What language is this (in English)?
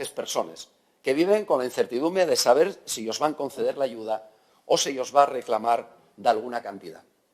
Asturian